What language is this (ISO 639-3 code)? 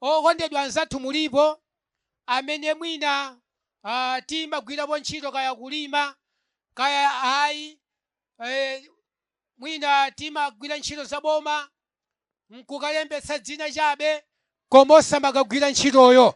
nya